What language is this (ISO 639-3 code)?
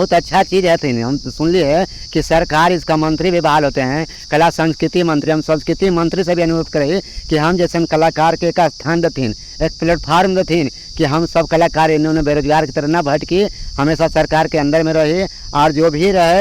mag